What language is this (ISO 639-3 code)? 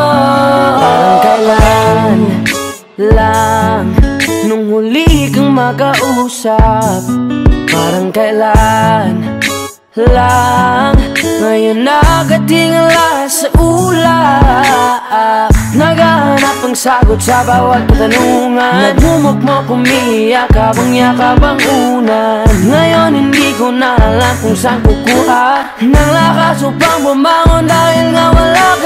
fil